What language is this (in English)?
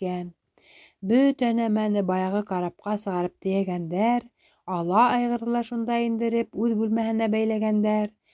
Bashkir